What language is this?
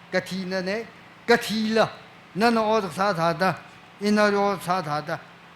Tangkhul Naga (India)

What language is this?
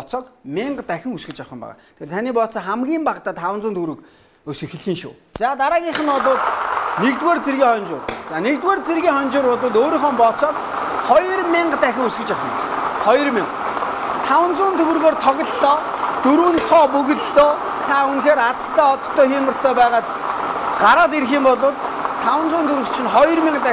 Mongolian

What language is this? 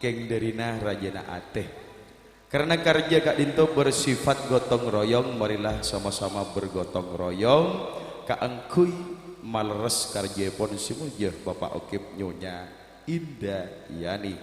Madurese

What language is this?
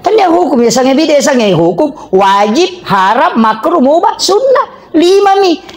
Buginese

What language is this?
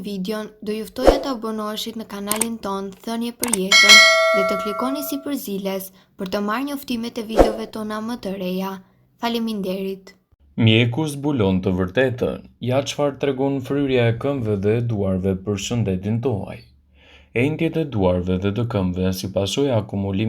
Albanian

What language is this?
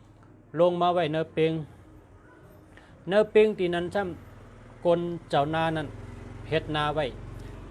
Shan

